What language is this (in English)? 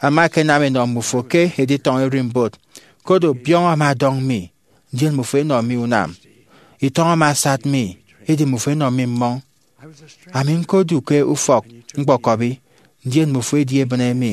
Efik